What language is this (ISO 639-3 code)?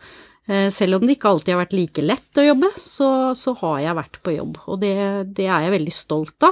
nor